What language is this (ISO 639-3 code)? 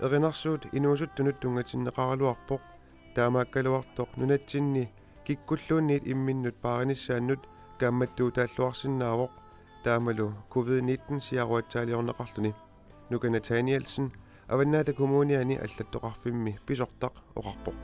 kal